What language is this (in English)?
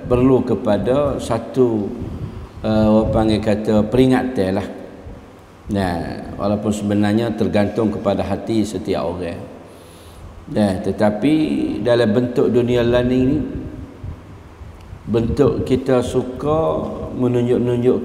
Malay